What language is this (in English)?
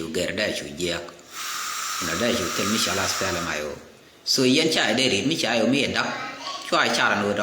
Nuer